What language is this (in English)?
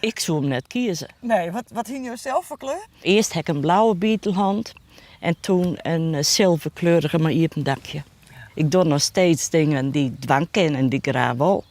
Western Frisian